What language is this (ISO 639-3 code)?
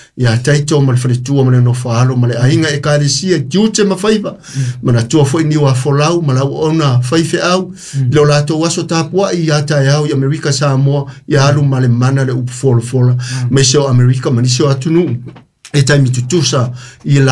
smo